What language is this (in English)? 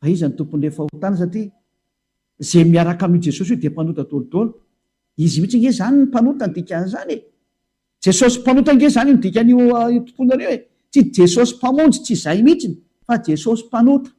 Malagasy